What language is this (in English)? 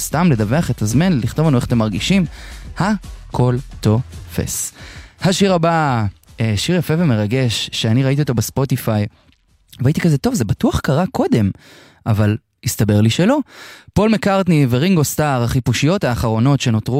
Hebrew